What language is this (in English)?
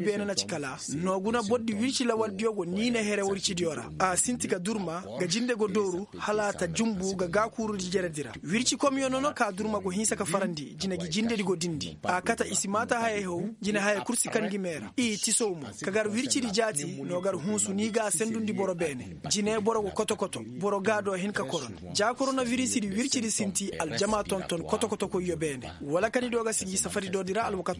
Koyraboro Senni